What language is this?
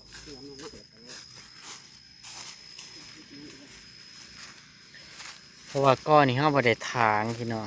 Northeastern Thai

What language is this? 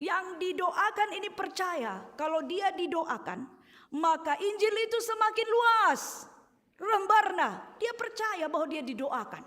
Batak Karo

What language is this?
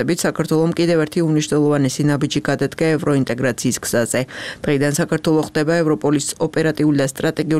Georgian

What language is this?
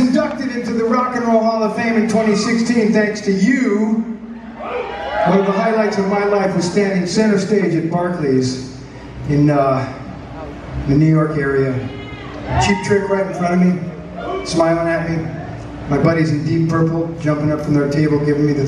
English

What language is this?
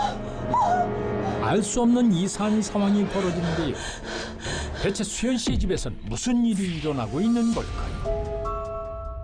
Korean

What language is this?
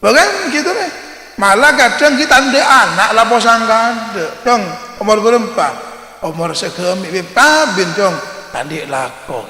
Madurese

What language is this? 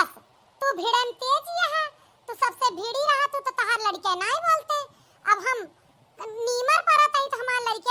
Awadhi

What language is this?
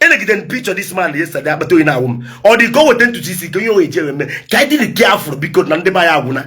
Igbo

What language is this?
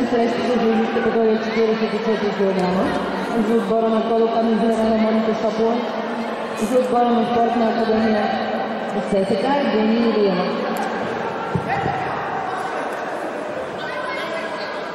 Bulgarian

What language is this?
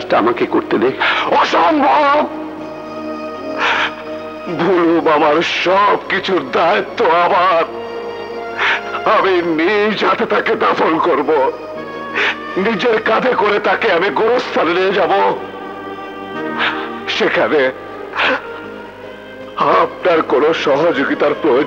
Bangla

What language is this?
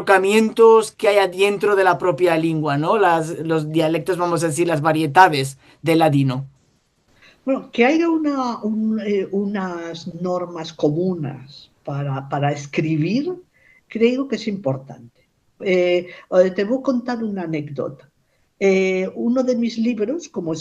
Ladino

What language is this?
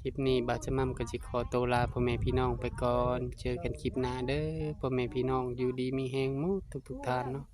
Northeastern Thai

